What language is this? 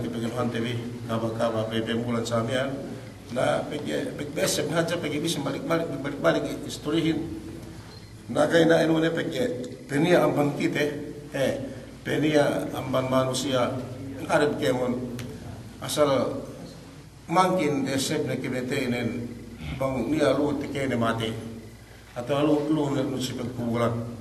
Yakan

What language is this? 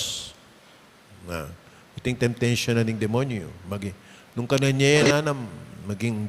Pampanga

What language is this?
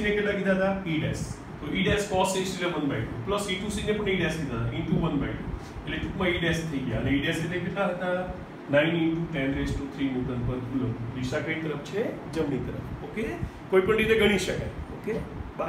Gujarati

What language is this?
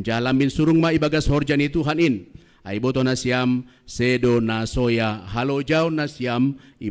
Batak Simalungun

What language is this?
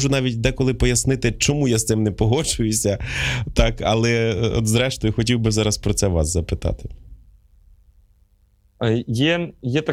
Ukrainian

